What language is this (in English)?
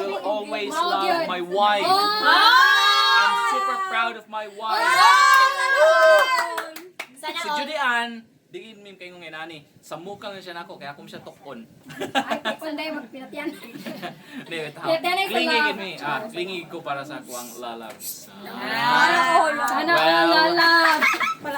Cebuano